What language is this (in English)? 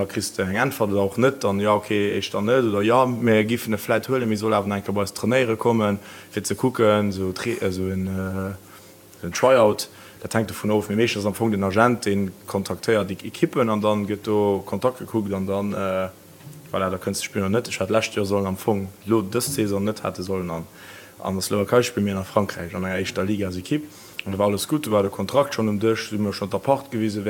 Luxembourgish